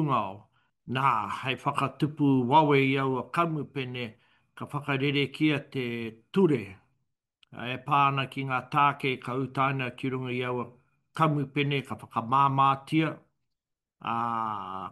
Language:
Māori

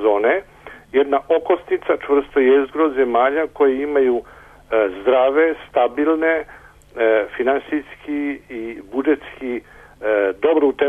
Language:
Serbian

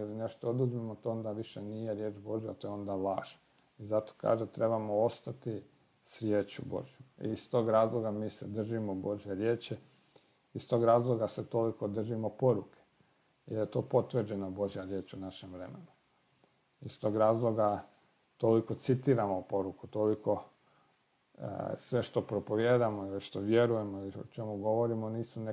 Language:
Croatian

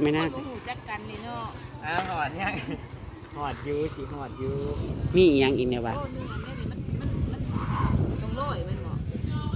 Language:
Northeastern Thai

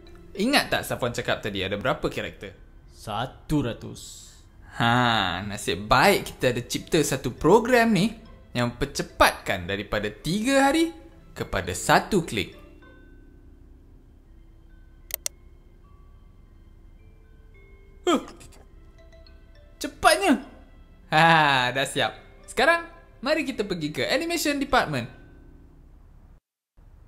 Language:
Malay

